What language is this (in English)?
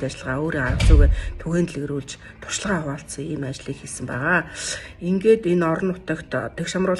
Mongolian